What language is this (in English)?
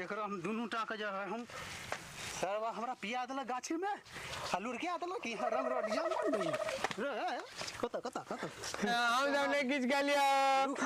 Maithili